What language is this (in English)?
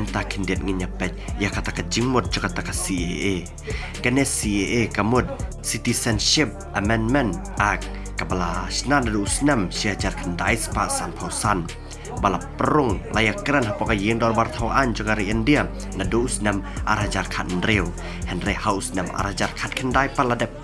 Khasi